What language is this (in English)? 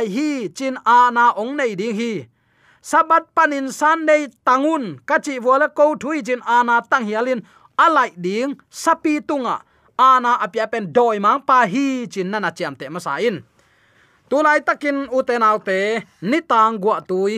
Tedim Chin